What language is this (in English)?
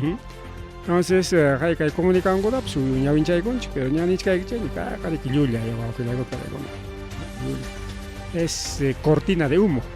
Ayacucho Quechua